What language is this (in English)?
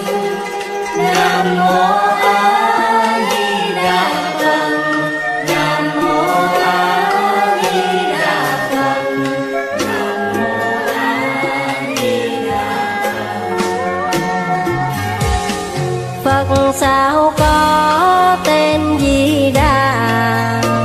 Vietnamese